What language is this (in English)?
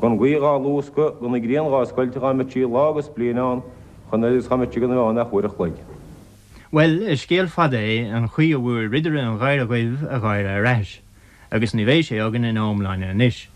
Irish